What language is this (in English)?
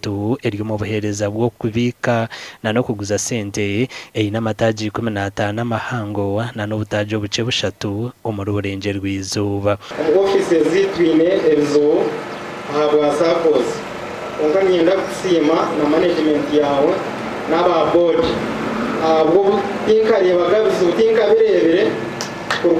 Nyankole